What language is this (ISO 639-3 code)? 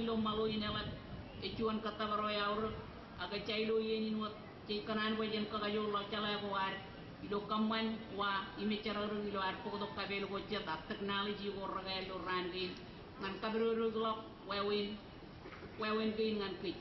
mah